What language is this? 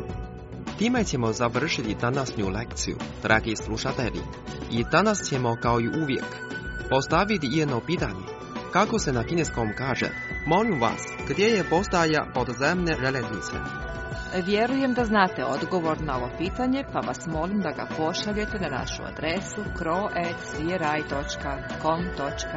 Croatian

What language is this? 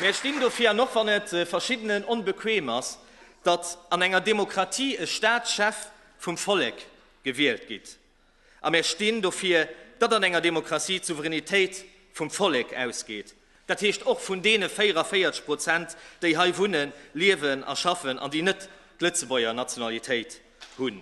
Luxembourgish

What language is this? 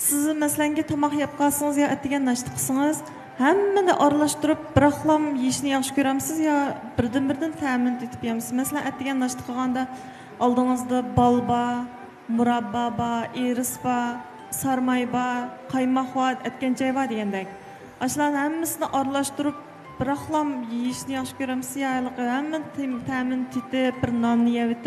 Uyghur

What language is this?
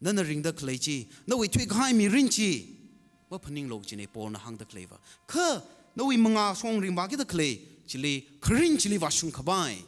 Tangkhul Naga (India)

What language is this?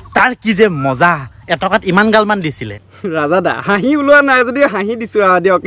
Assamese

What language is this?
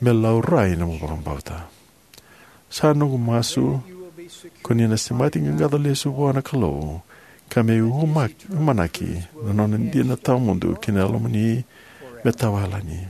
Fijian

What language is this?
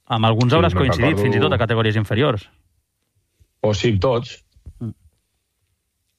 Catalan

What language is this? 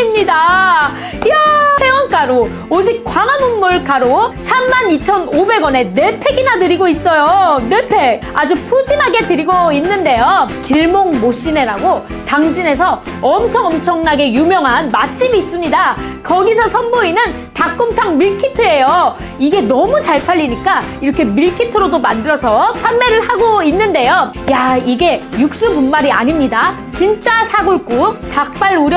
Korean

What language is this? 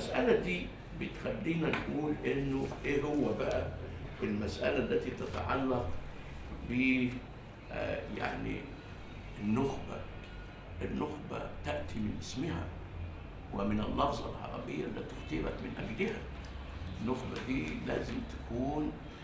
Egyptian Arabic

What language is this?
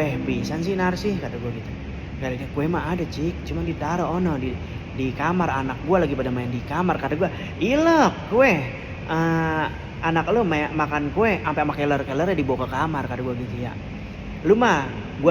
Betawi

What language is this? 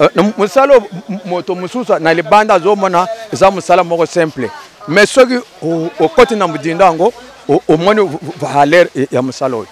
Lingala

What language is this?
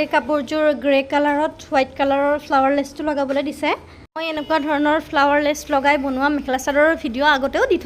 Assamese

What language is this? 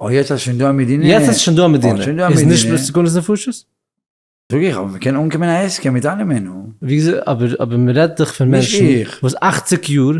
Yiddish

